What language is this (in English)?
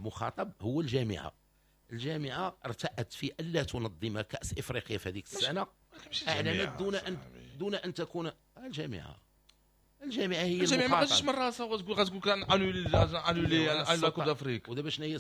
Moroccan Arabic